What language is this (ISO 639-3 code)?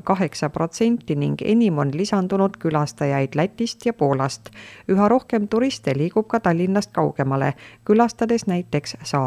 est